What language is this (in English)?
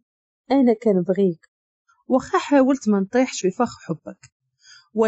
Moroccan Arabic